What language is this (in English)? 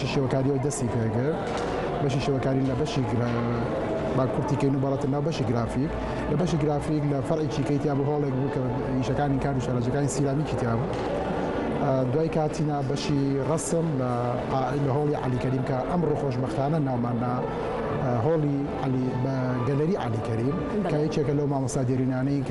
Central Kurdish